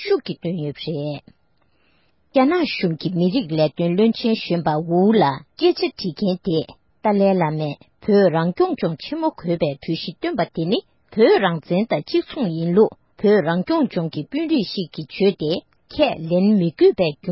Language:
Tibetan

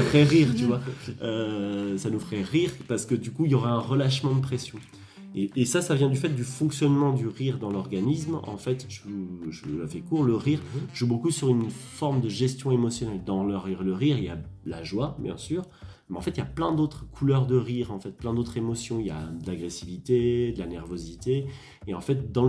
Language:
French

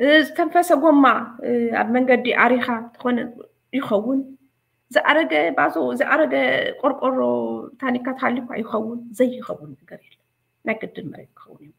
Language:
Tigrinya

